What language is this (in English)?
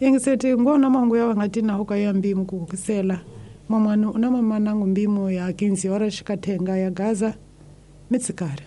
Tsonga